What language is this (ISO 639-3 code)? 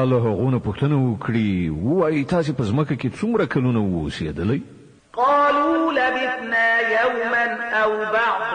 pus